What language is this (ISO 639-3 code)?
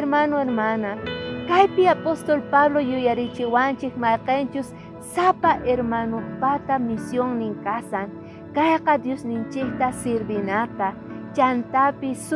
quh